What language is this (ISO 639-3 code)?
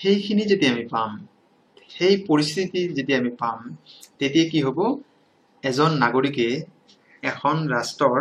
asm